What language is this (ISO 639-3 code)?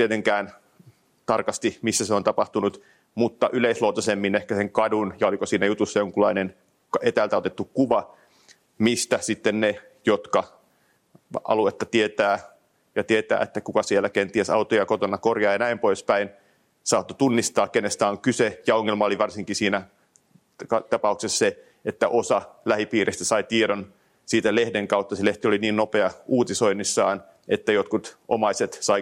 fin